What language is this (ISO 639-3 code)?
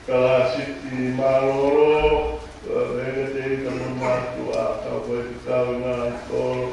ton